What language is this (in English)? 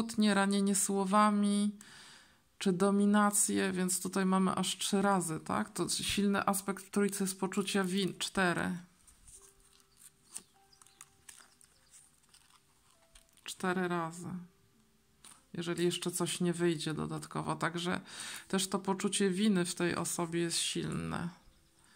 Polish